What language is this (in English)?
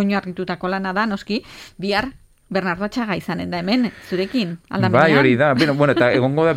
Basque